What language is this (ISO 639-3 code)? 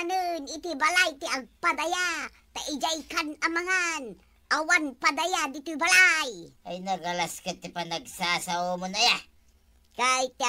ilo